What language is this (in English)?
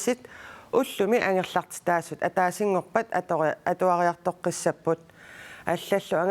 Kalaallisut